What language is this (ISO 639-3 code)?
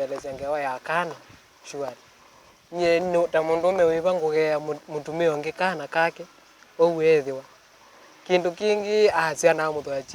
kam